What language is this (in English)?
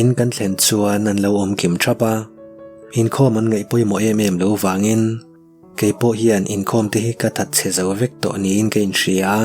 Mizo